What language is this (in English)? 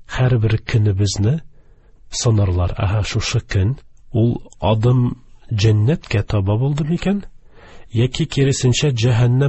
Tatar